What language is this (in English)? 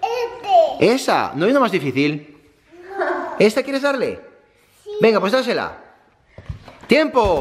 Spanish